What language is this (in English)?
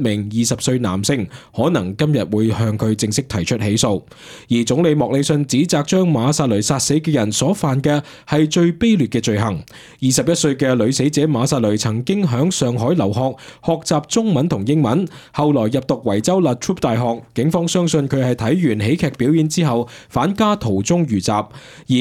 Cantonese